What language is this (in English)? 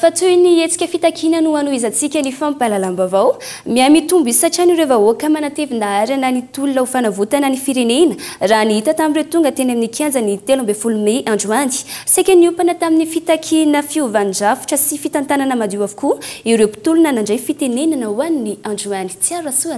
Malagasy